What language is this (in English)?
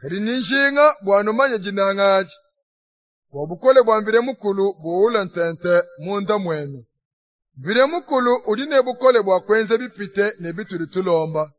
Luba-Lulua